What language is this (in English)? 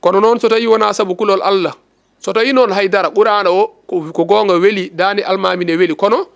Fula